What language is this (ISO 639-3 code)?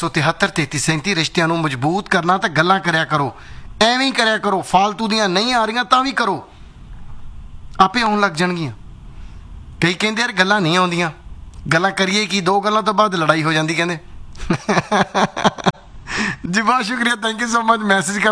pan